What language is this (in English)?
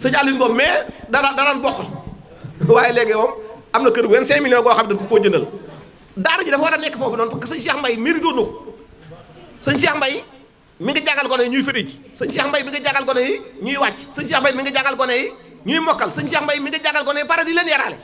Wolof